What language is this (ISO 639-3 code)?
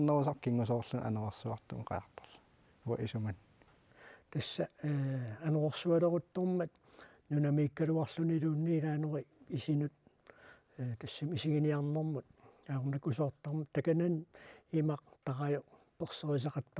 kal